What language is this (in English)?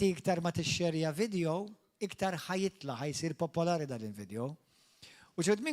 Maltese